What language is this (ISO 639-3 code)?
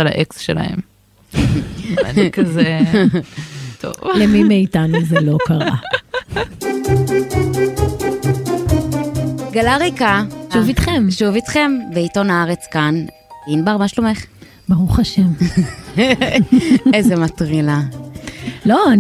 heb